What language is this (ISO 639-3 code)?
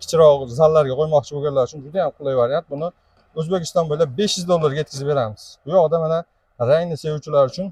uzb